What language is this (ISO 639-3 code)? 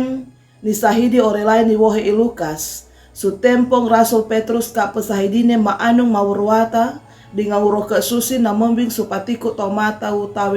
sxn